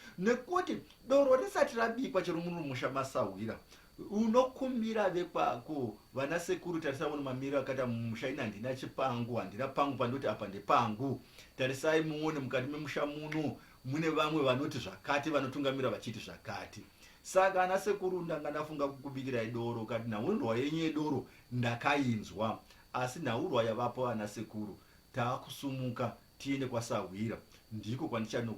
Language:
Shona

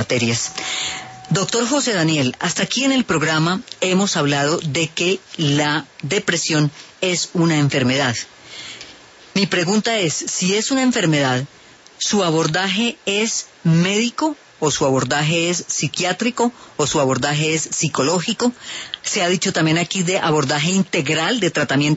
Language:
Spanish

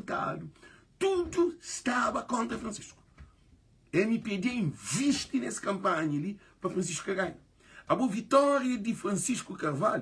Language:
Kabuverdianu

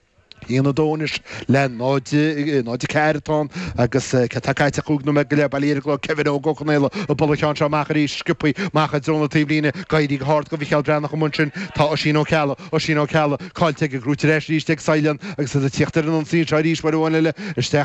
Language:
Irish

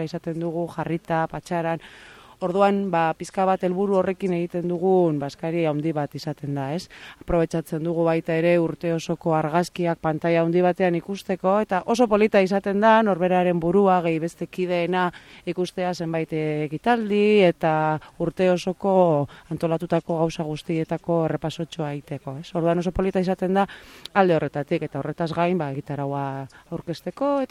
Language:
Basque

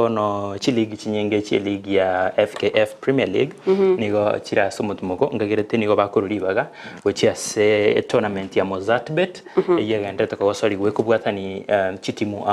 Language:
Gusii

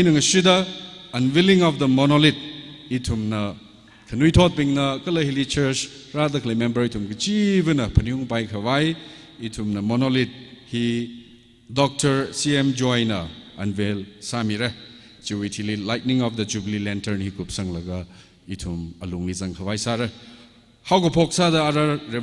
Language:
Tangkhul Naga (India)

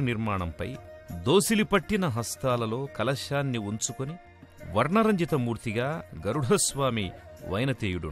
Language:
Telugu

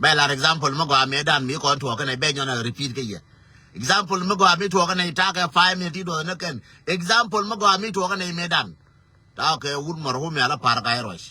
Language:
Nuer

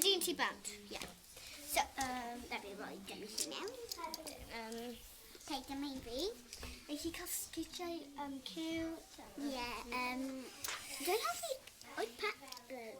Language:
Welsh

